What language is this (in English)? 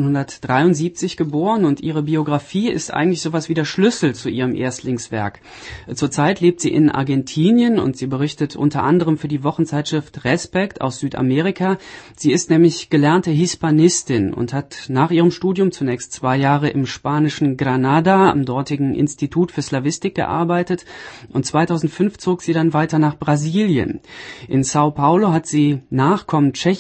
German